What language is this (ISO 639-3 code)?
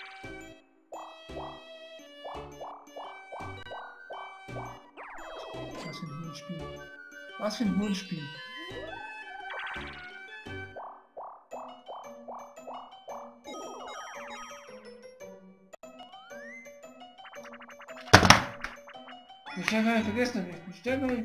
deu